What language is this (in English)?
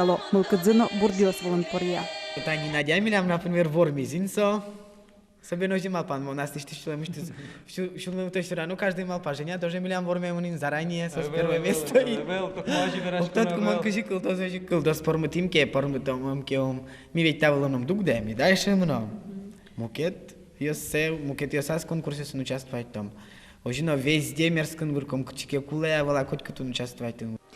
Udmurt